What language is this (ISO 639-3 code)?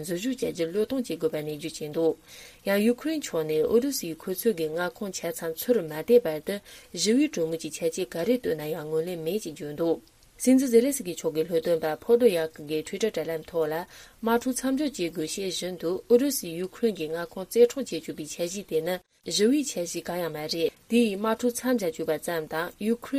bod